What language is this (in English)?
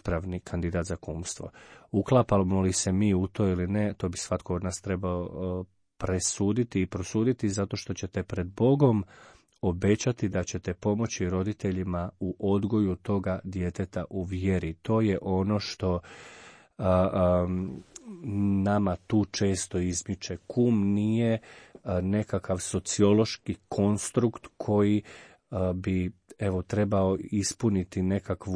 Croatian